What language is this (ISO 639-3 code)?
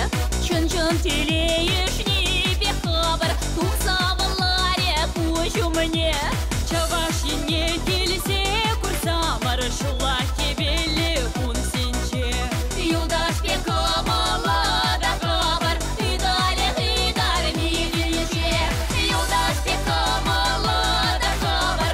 chv